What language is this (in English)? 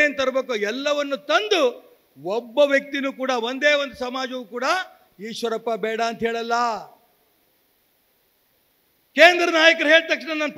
Kannada